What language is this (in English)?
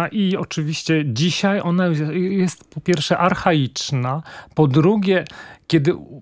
Polish